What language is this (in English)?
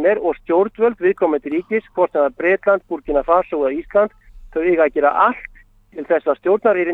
Icelandic